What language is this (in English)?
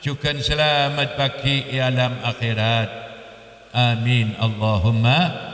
Madurese